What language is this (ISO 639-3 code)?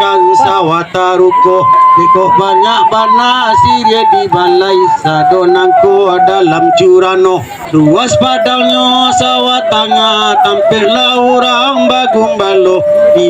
min